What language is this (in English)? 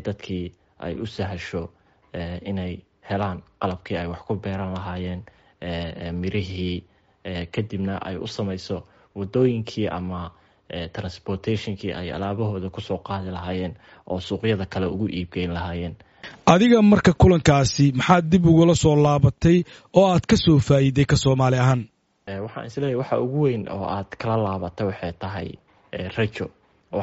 Somali